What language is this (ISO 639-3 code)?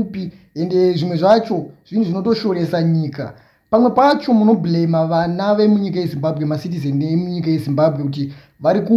sna